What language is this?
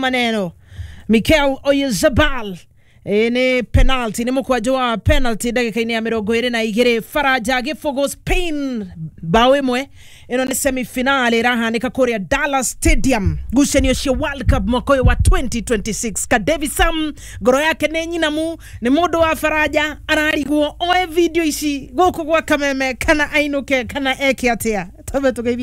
Kikuyu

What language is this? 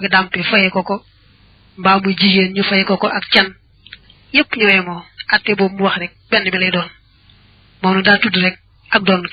Wolof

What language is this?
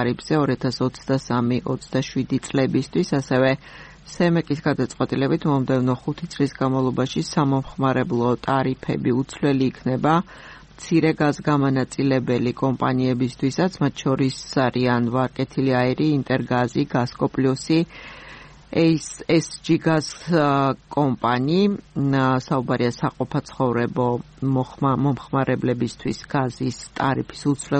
Georgian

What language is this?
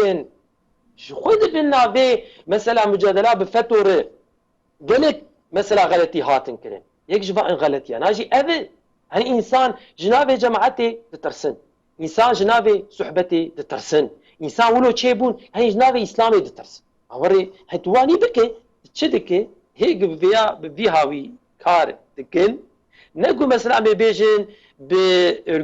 Kurdish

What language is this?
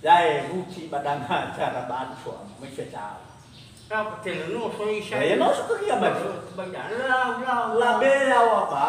Nias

